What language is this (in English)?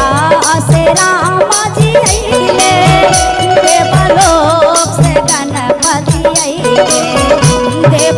Magahi